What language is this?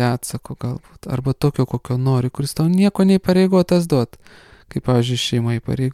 Lithuanian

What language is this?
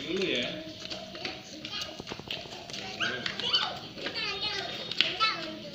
Indonesian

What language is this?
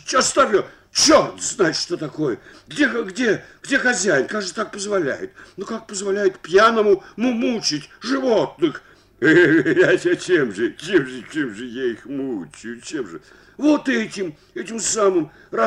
Russian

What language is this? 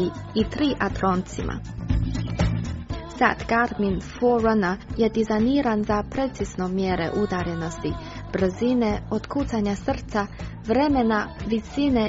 Croatian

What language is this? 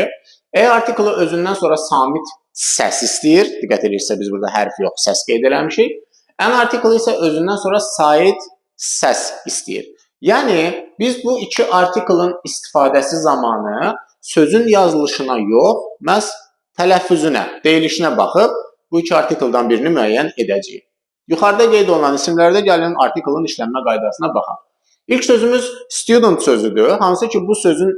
Azerbaijani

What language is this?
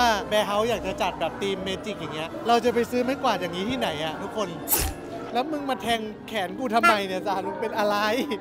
Thai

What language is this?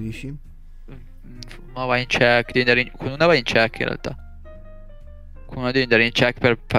Italian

